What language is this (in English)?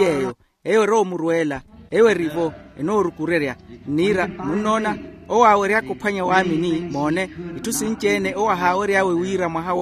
Makhuwa